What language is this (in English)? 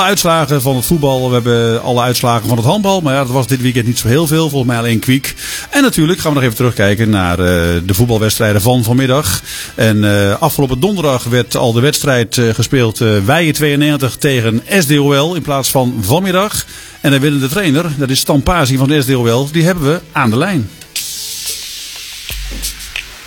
Dutch